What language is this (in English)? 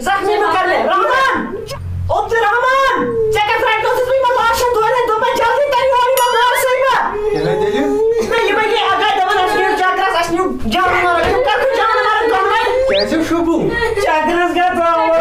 Kashmiri